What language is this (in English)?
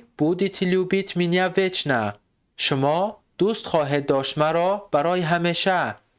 Tajik